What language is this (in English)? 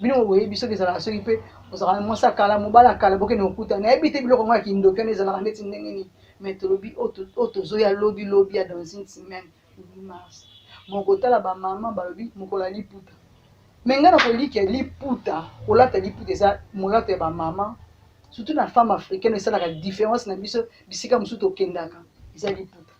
Lingala